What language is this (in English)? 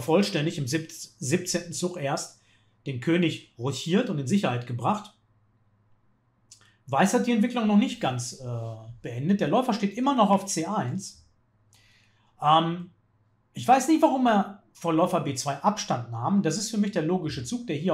German